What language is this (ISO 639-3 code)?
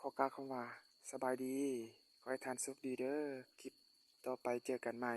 lao